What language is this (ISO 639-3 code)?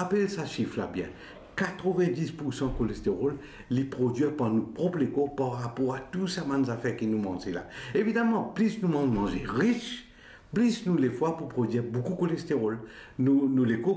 mfe